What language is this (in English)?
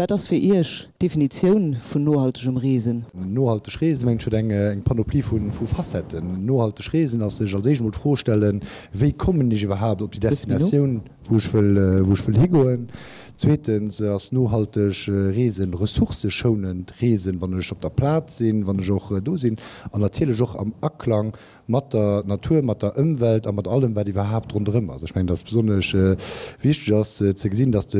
Luxembourgish